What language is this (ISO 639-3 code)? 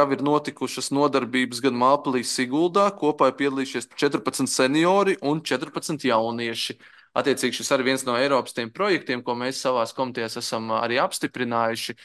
lav